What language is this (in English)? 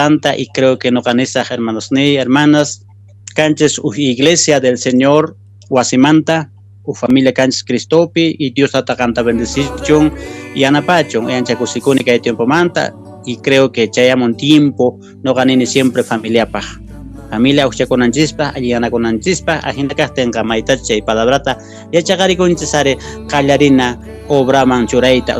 Quechua